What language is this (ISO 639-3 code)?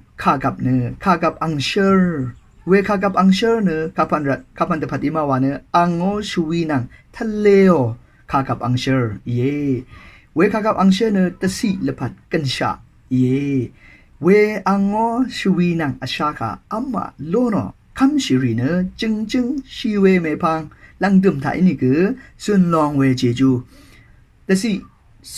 raw